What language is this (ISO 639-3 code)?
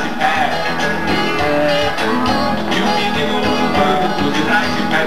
por